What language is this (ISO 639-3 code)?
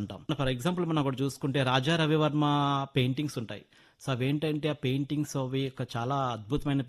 tel